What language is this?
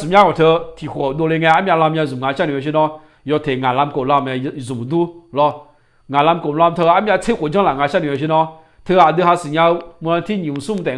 Akha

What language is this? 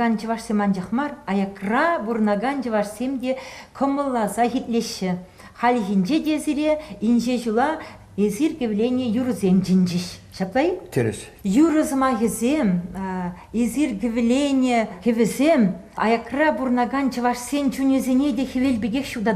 Chuvash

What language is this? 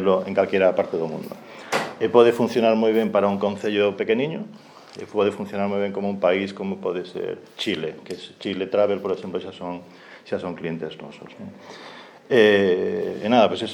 Galician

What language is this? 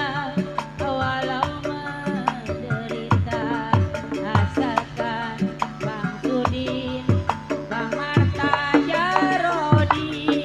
Betawi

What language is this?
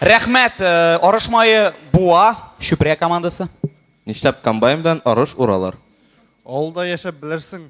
Tatar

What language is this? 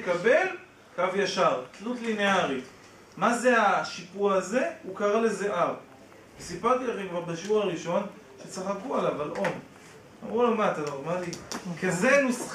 Hebrew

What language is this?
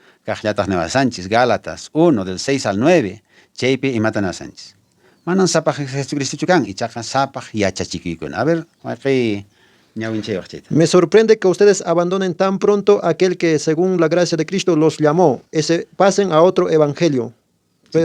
Quechua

